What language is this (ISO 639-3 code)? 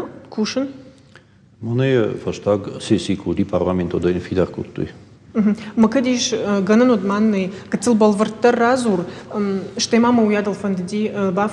oss